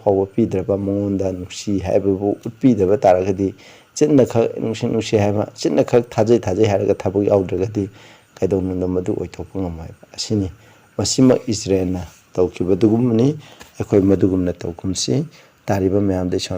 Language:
Manipuri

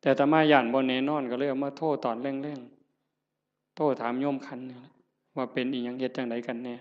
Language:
Northeastern Thai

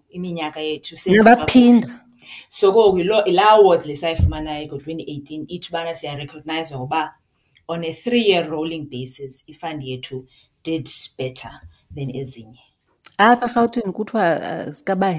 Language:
Xhosa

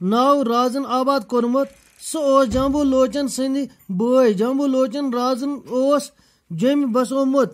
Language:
Kashmiri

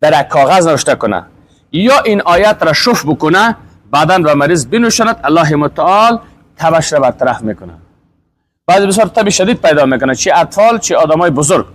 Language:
Persian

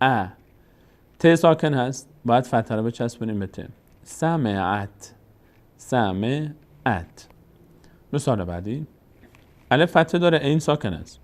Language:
Persian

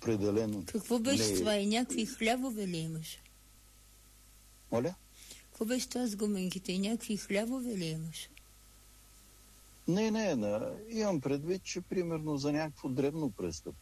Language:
Bulgarian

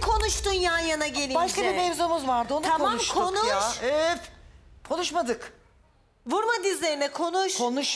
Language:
Turkish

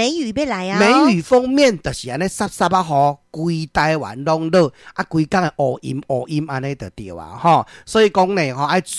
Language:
Min Nan Chinese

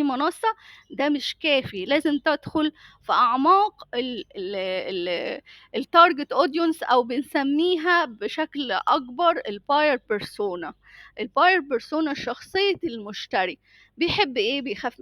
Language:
Egyptian Arabic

